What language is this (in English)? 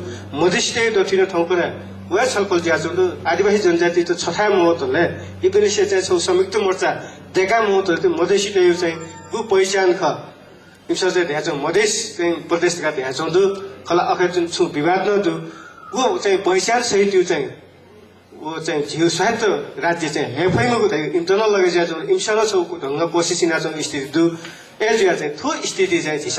Newari